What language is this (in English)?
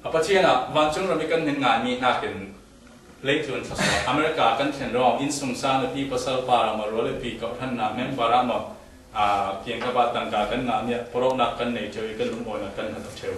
Falam Chin